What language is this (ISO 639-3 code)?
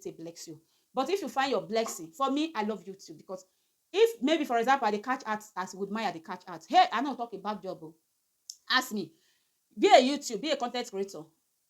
pcm